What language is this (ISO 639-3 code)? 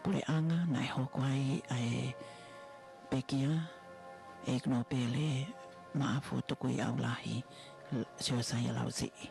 ton